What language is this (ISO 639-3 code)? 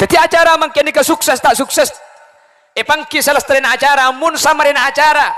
mad